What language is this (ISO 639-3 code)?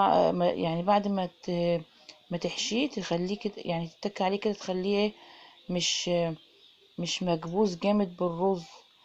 arz